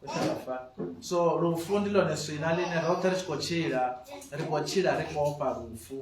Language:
Venda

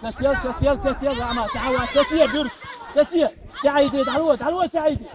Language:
Chechen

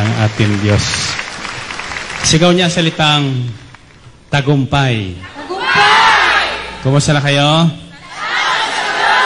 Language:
Filipino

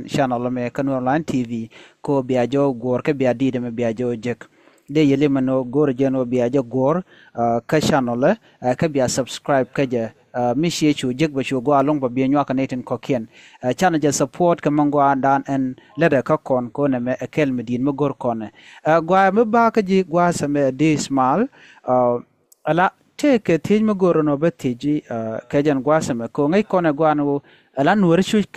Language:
Nuer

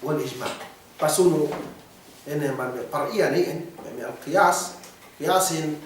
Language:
Yakan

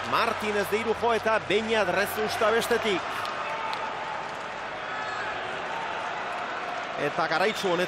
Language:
Basque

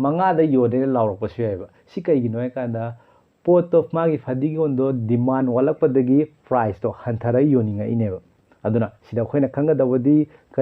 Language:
Manipuri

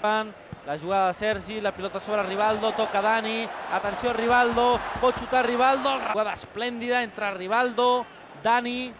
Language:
Catalan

